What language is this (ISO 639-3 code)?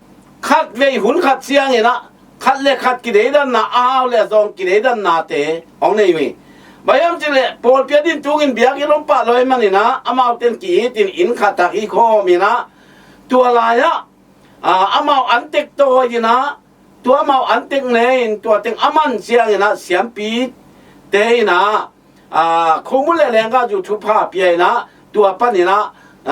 ctd